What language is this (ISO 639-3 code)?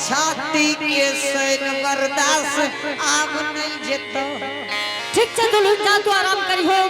anp